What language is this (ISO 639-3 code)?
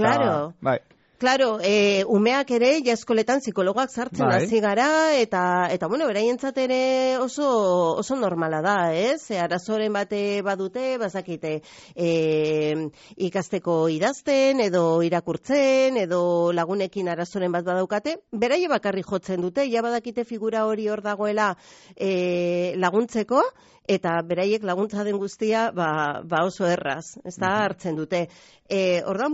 eus